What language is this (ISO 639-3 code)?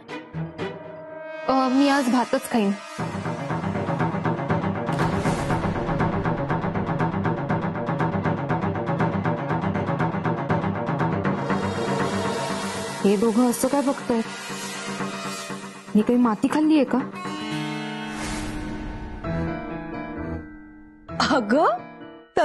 mar